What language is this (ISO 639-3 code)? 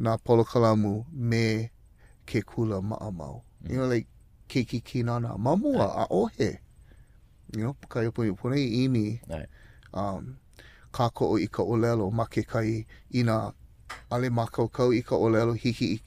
haw